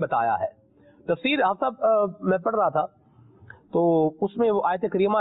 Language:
Urdu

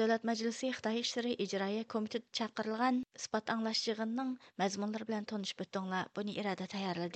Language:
Uyghur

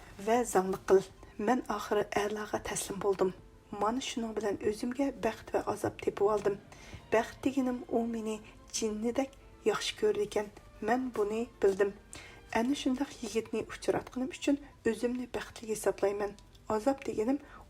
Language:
Uyghur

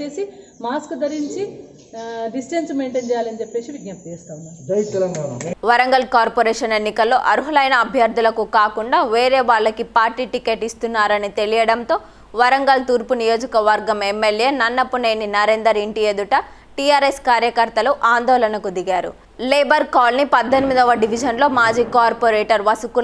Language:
Telugu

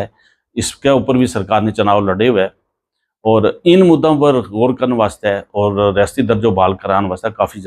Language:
Gujari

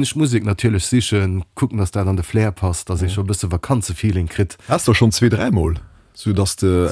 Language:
Luxembourgish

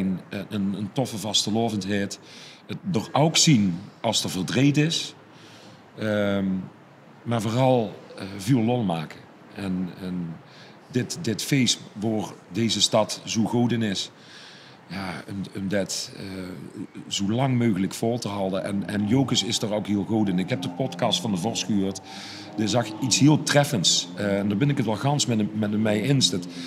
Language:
Limburgish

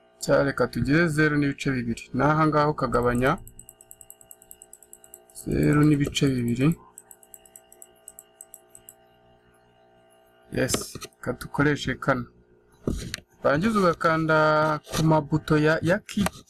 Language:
Kinyarwanda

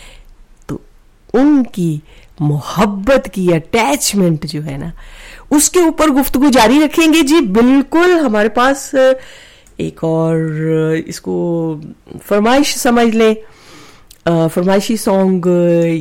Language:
Urdu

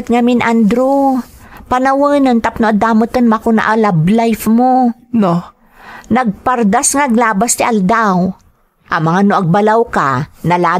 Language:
Iloko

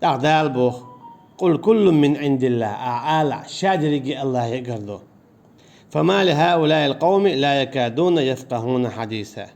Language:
Chechen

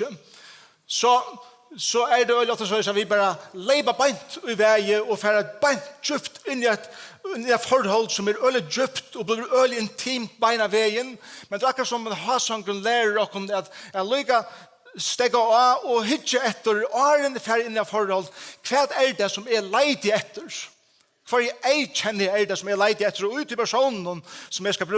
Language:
Faroese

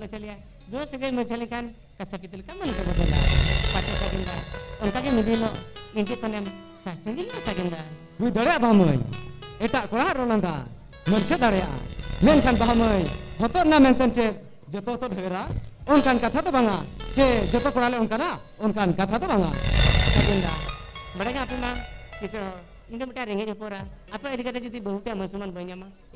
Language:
Santali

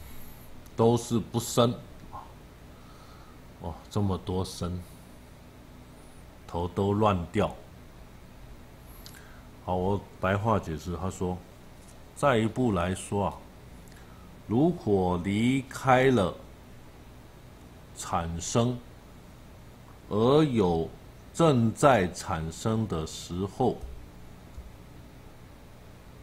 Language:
Chinese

